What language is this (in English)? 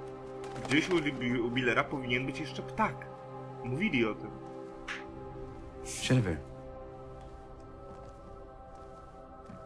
Polish